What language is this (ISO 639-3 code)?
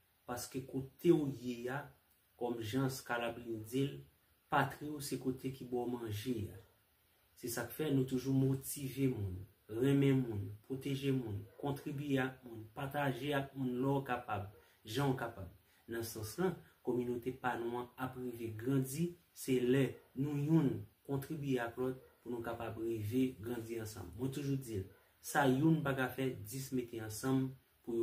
hat